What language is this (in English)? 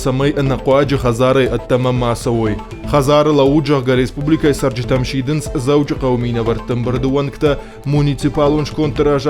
Ossetic